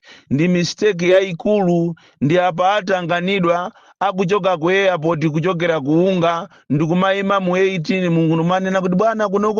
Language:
Nyanja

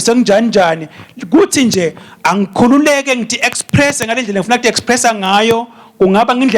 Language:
Swati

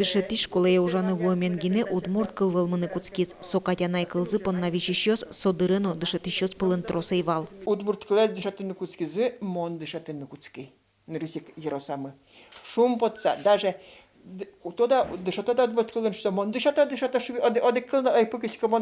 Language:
Udmurt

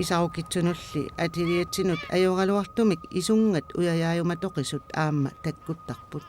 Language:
Kalaallisut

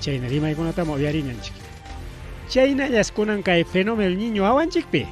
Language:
Ayacucho Quechua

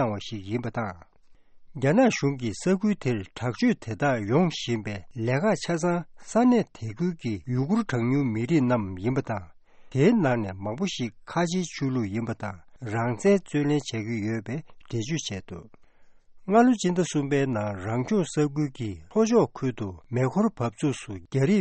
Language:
Tibetan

